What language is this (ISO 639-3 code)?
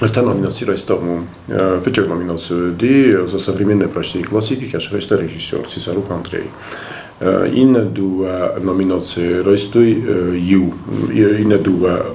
oss